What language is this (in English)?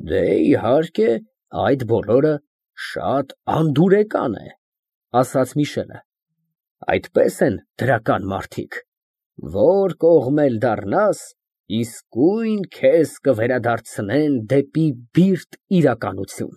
Armenian